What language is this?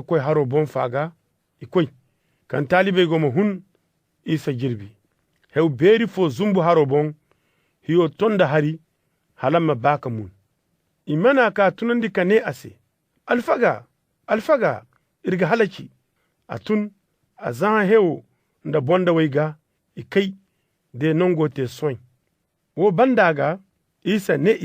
Zarma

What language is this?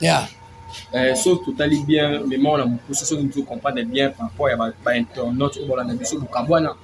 Lingala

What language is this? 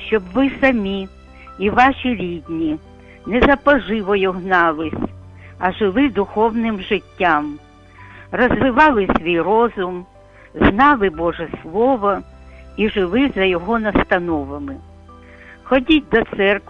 Ukrainian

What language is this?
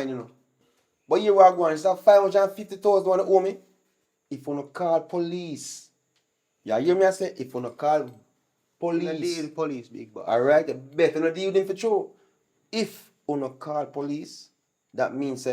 Jamaican Creole English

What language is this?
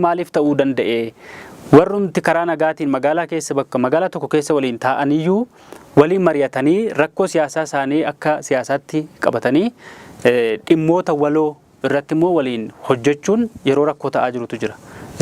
Oromo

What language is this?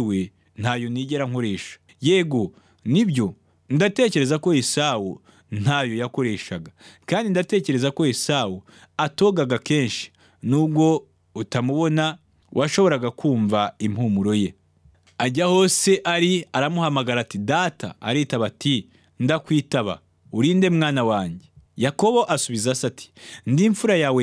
Kinyarwanda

